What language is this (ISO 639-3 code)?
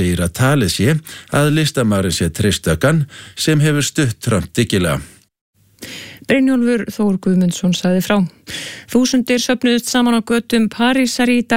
isl